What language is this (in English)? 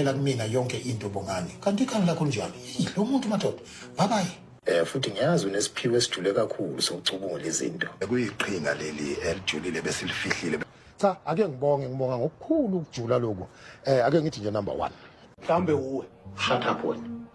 Zulu